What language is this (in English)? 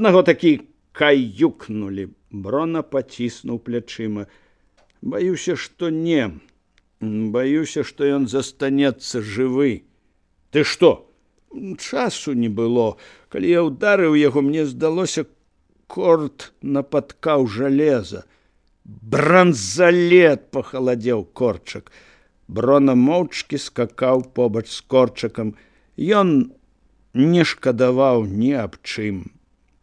Belarusian